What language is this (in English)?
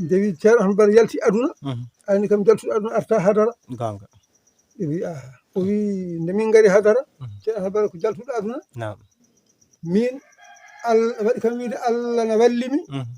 Fula